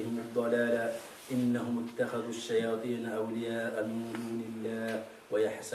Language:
Avaric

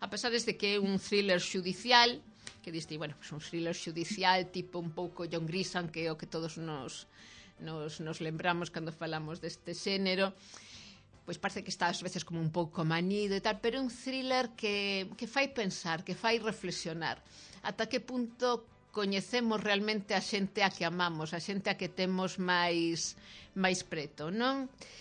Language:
Galician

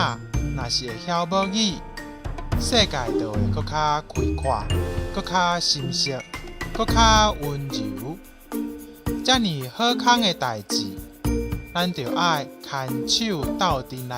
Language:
Min Nan Chinese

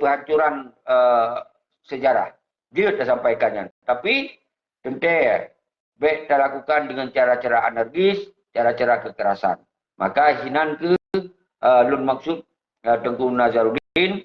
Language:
Achinese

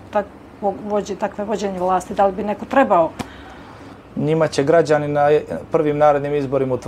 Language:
Bosnian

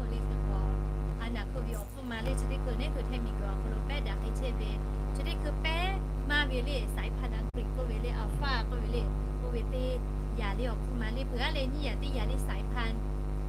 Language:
Lahu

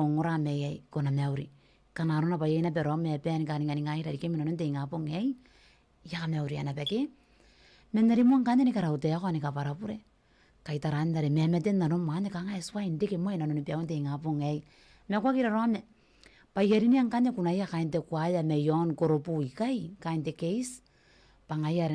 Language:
Gilbertese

